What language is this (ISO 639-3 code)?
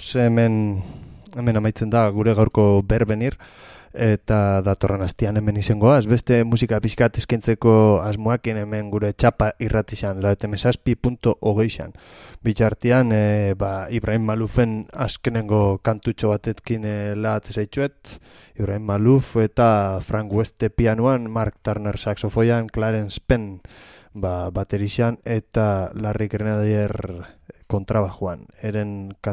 eus